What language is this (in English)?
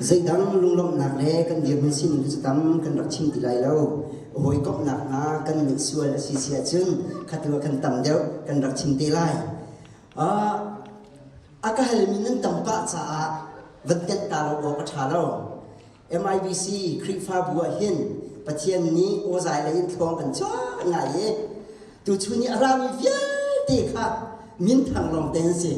Hakha Chin